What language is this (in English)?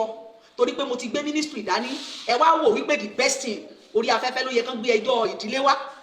Yoruba